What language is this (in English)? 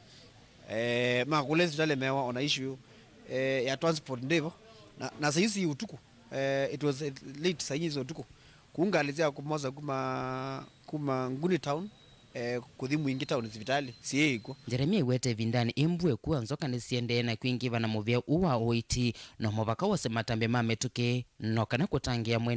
Kamba